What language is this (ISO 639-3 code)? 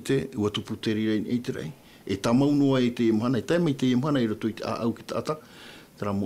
tah